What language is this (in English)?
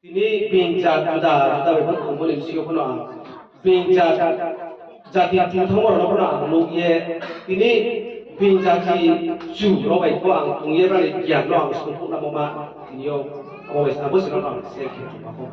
Riang (India)